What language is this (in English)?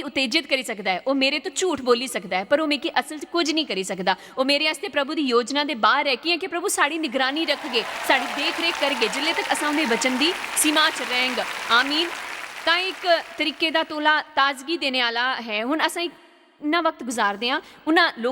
Dogri